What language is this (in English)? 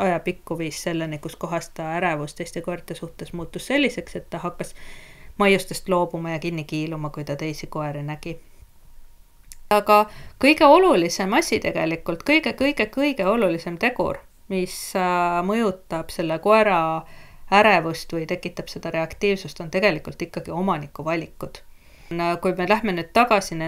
Estonian